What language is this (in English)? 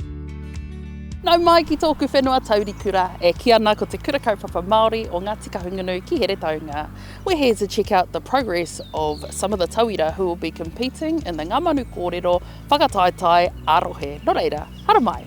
Māori